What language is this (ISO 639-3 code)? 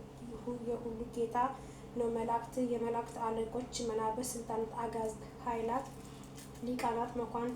amh